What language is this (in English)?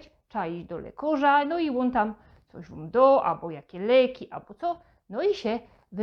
Silesian